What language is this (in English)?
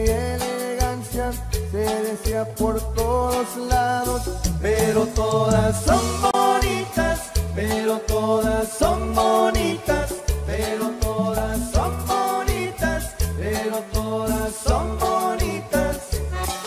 Spanish